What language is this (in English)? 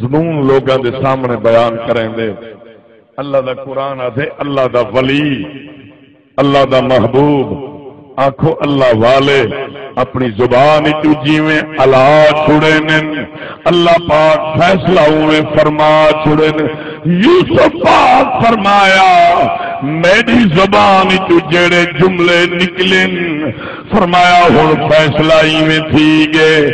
Saraiki